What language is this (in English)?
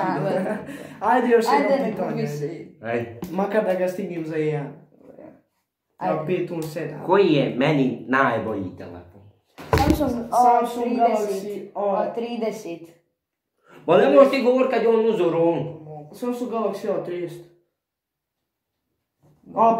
Croatian